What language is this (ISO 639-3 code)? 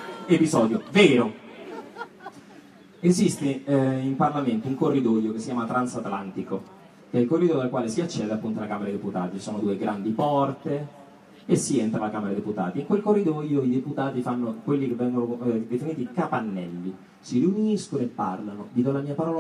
ita